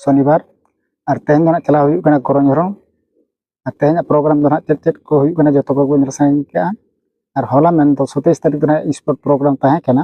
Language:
Santali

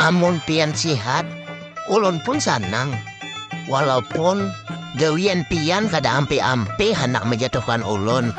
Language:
Banjar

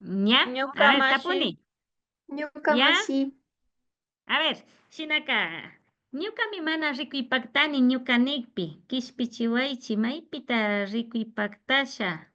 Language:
Imbabura Highland Quichua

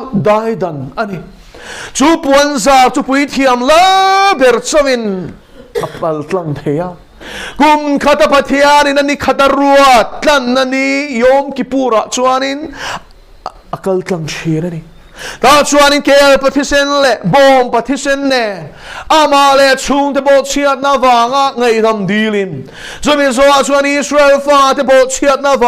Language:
Mizo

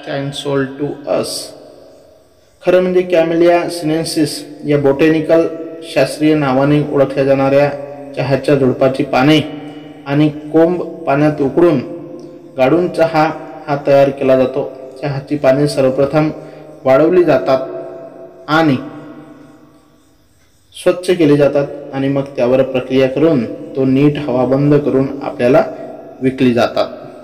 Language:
Marathi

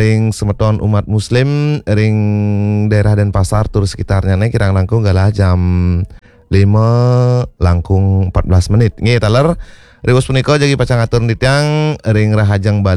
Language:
Balinese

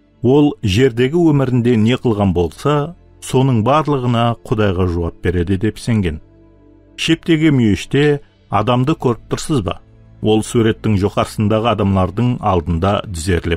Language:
Kara-Kalpak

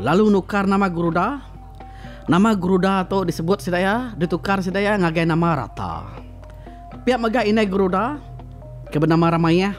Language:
Iban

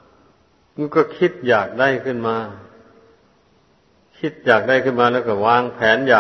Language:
Thai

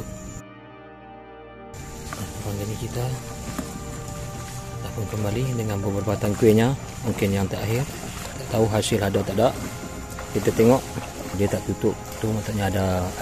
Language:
Malay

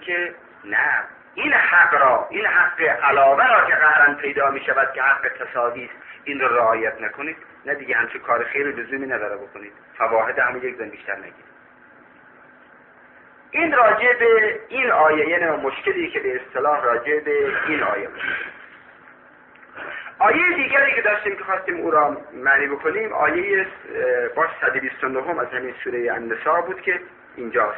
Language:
Persian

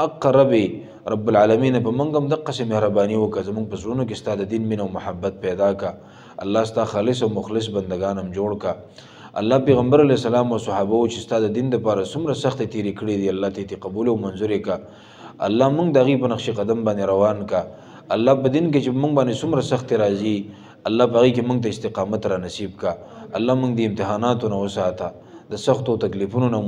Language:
Pashto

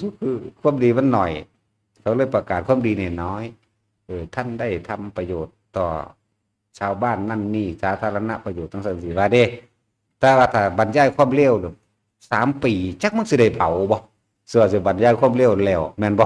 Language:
Northeastern Thai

